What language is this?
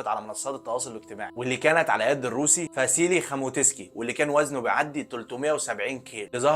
Egyptian Arabic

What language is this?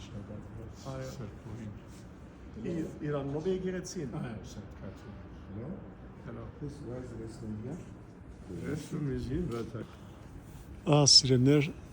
Western Armenian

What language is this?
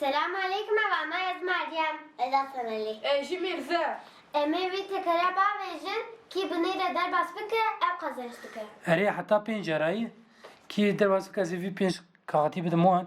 Kurdish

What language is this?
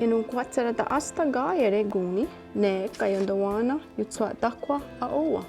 Mohawk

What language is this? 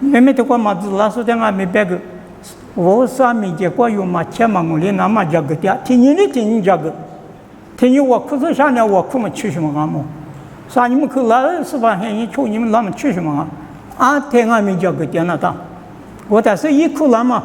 Lisu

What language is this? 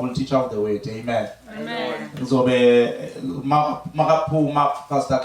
Zulu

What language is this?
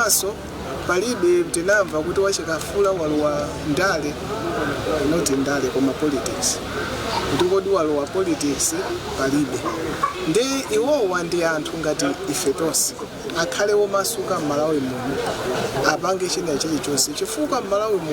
Nyanja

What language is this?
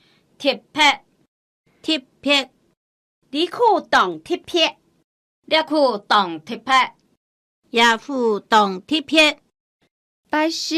Hakka Chinese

